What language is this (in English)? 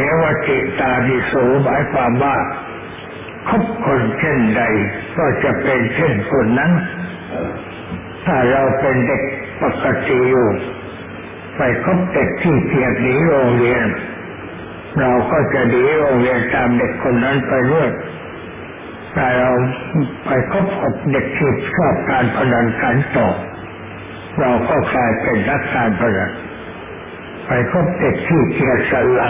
Thai